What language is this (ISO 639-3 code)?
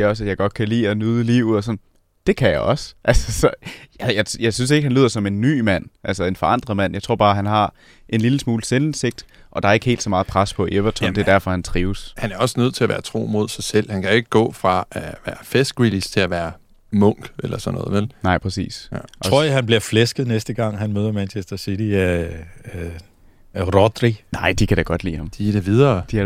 dan